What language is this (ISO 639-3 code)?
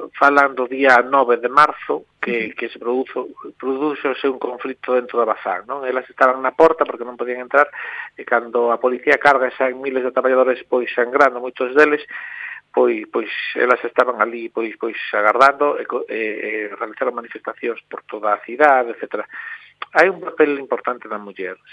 glg